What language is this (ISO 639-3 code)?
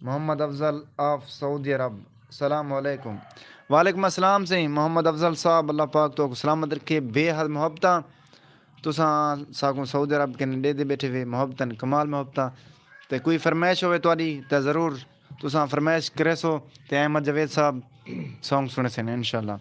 skr